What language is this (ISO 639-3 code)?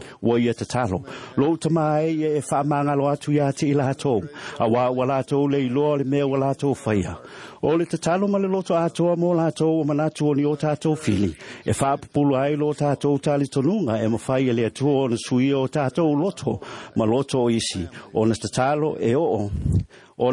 smo